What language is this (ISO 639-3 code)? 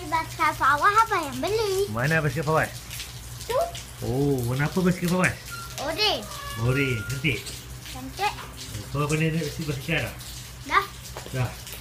msa